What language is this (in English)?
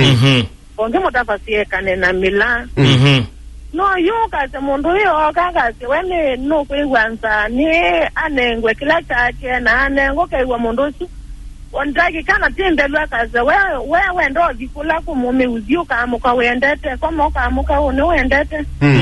Kamba